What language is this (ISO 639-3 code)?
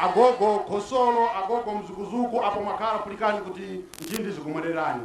nya